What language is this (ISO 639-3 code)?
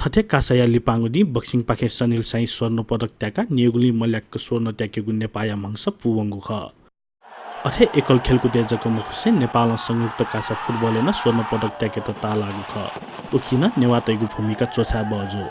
new